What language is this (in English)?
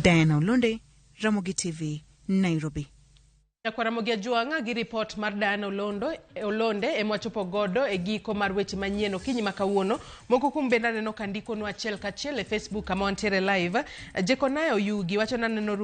Luo (Kenya and Tanzania)